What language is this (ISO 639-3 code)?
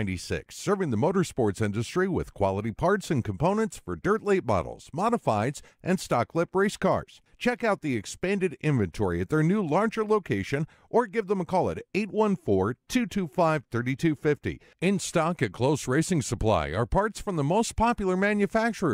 eng